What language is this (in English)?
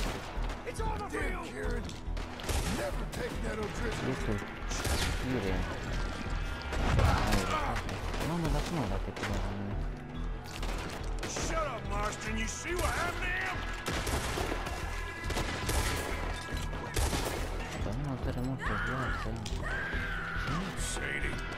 Romanian